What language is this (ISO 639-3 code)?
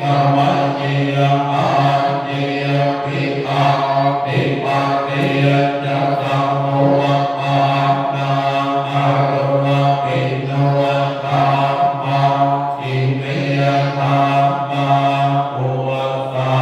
pli